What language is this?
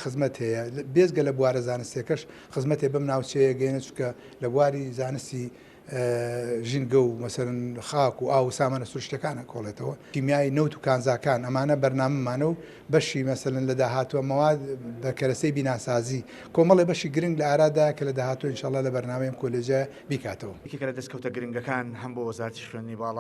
Central Kurdish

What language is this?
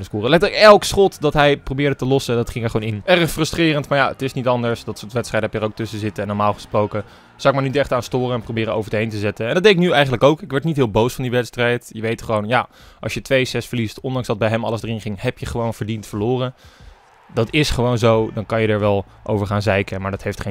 Dutch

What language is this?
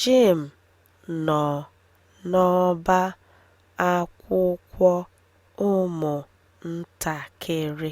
Igbo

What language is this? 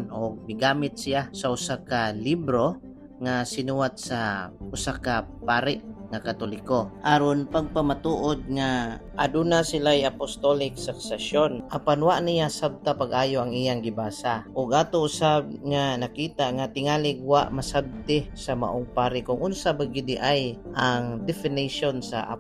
Cebuano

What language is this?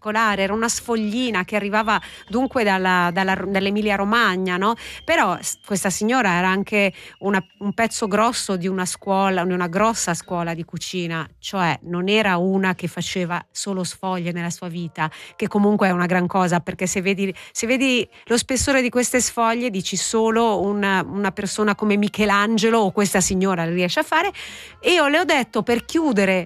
Italian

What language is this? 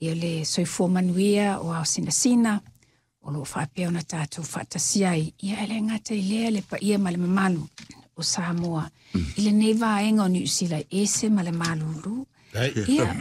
Samoan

